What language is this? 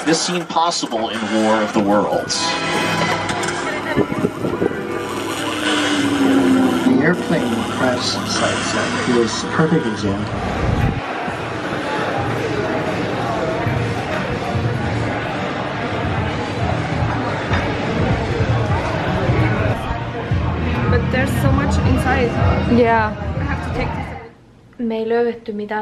Finnish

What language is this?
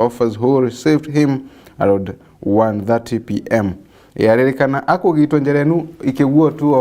Meru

